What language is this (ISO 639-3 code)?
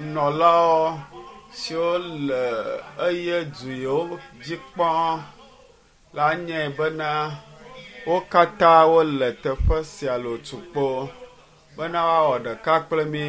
ewe